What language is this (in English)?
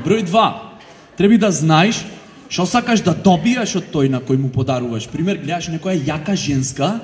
Macedonian